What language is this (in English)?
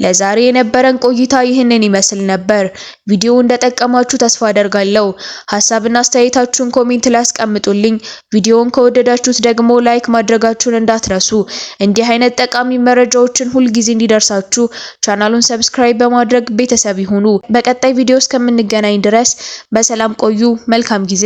Amharic